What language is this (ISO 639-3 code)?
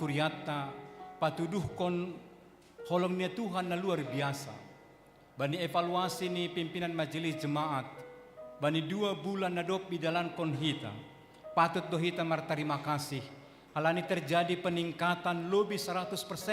bts